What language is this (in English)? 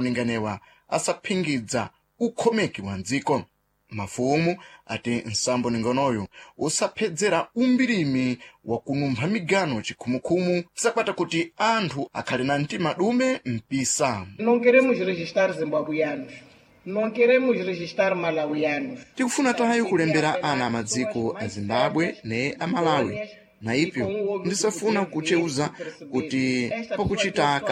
Sena